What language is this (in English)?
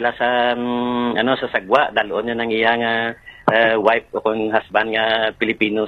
Hiligaynon